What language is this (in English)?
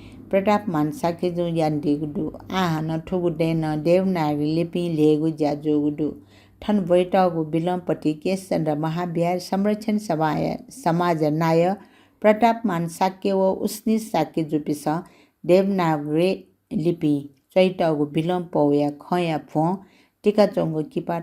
Newari